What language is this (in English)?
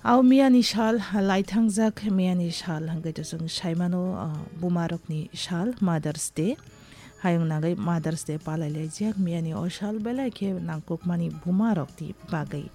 Kok Borok